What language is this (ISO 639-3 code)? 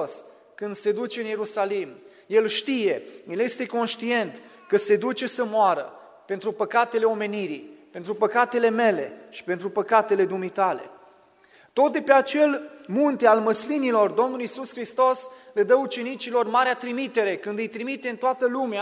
ron